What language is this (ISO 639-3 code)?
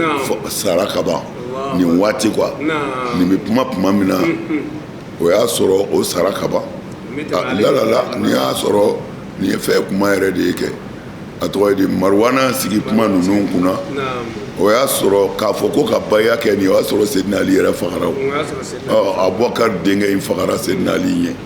bam